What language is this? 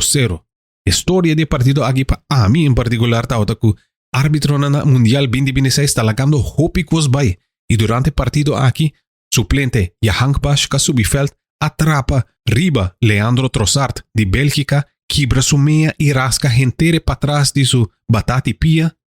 Papiamento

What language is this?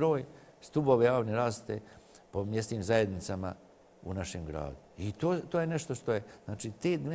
Serbian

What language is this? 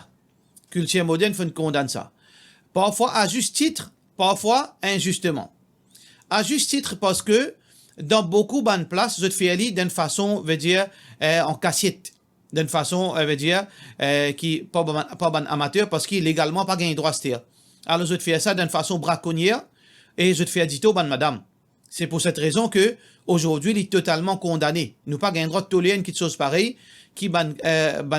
Morisyen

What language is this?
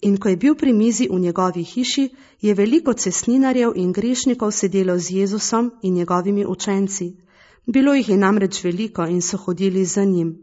Slovenian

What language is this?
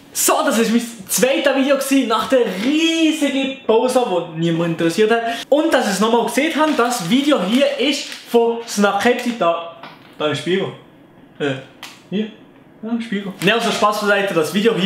Swiss German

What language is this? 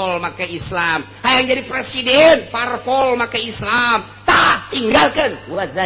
Sundanese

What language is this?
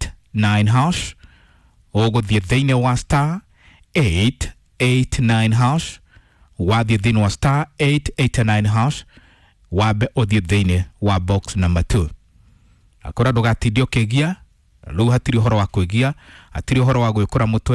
Kikuyu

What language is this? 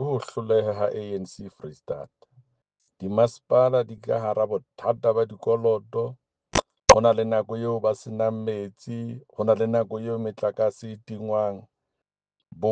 Southern Sotho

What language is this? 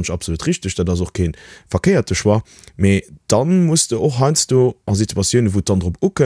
Luxembourgish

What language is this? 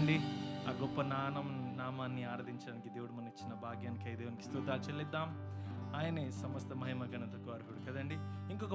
Telugu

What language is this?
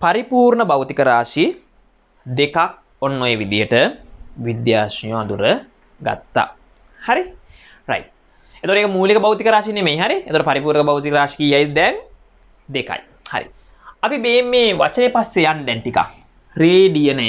Sinhala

